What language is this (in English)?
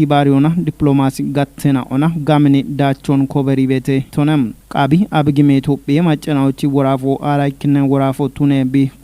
Kafa